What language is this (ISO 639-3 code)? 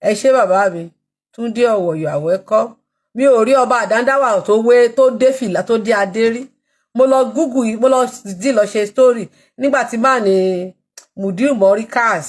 yor